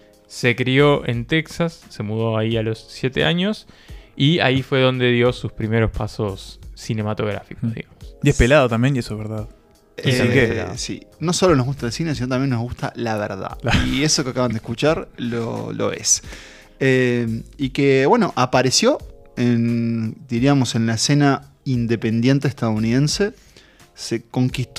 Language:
Spanish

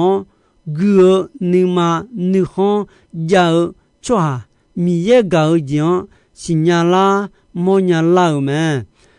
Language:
Akha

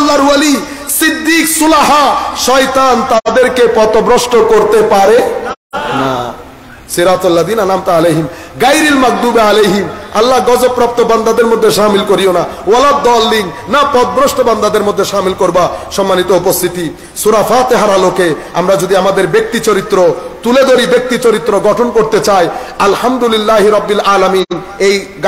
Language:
Bangla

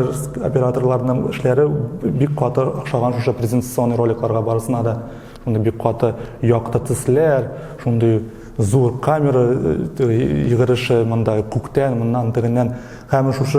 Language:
Tatar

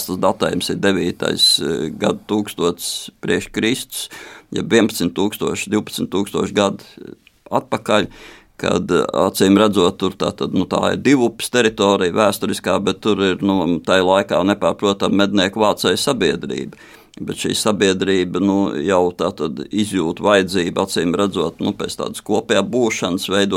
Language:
Latvian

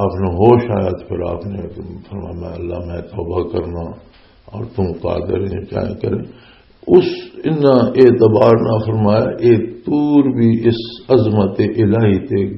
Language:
Western Panjabi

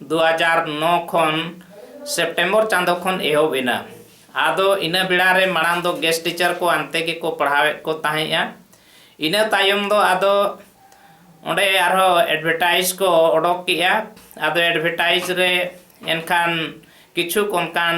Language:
Santali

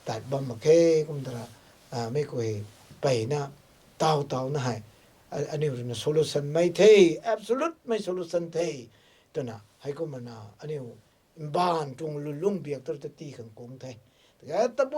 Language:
Rongmei Naga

